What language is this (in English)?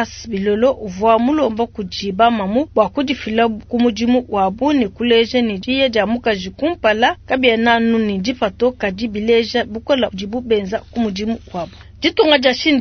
Luba-Lulua